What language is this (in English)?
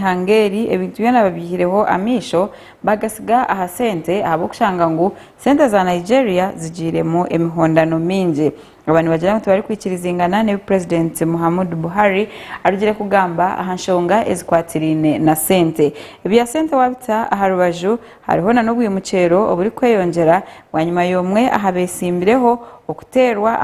Nyankole